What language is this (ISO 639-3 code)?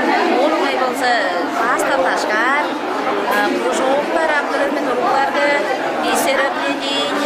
tyv